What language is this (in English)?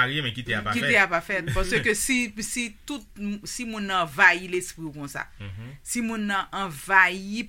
Haitian Creole